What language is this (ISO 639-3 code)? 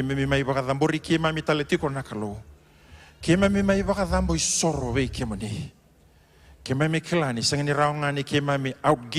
fij